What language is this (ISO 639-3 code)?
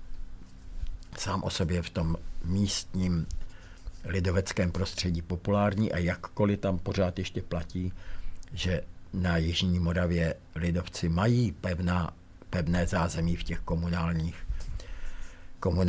ces